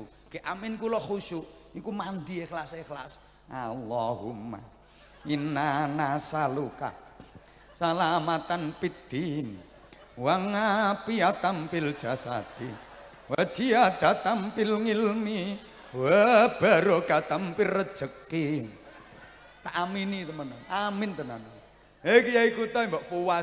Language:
Javanese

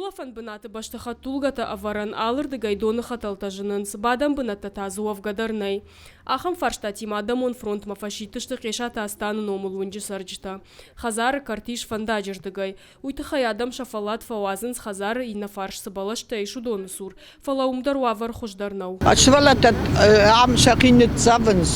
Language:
Ossetic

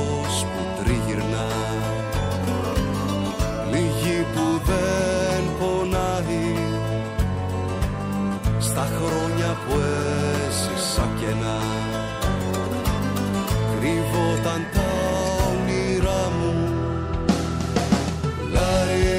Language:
Greek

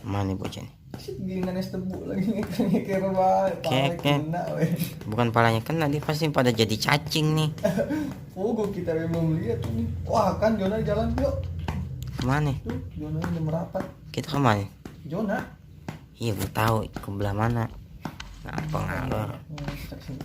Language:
Betawi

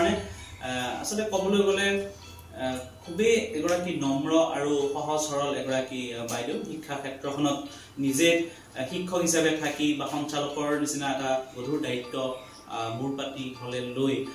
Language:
Assamese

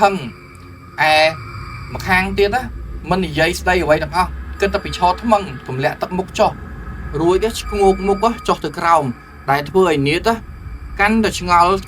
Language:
Khmer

